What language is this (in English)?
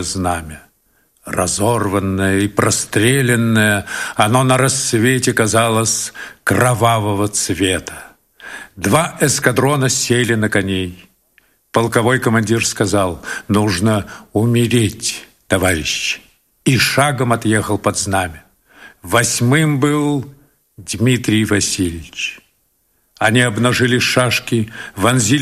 Russian